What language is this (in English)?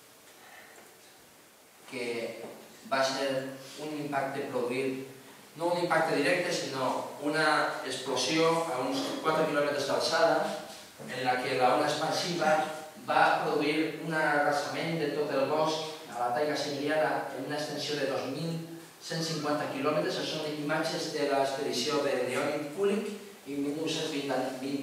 Catalan